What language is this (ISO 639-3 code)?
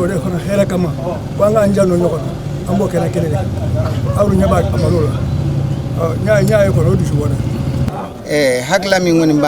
bam